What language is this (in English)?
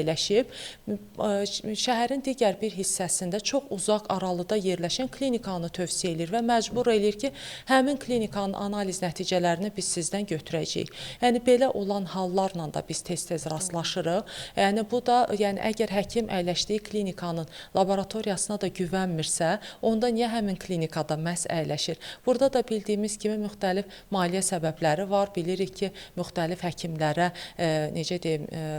Azerbaijani